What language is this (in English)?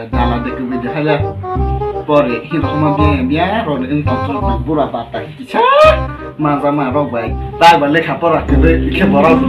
Kok Borok